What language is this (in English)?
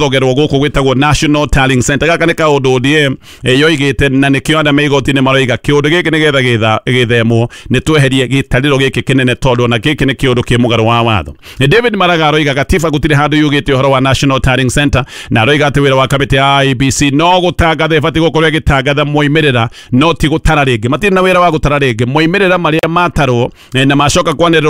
Kikuyu